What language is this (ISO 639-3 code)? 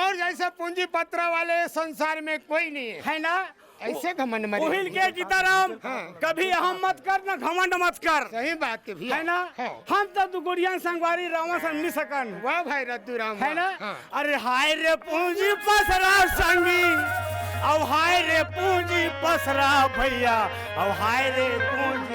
hne